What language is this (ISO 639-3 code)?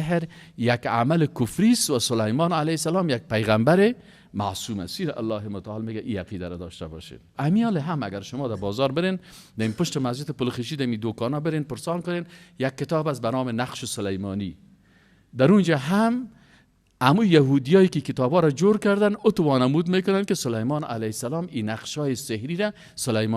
fas